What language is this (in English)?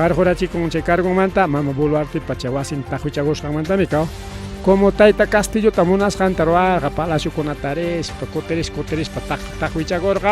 Ayacucho Quechua